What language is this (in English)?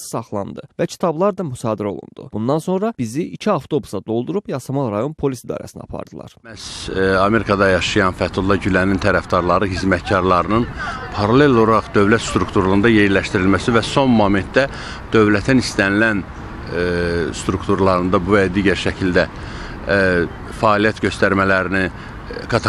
Azerbaijani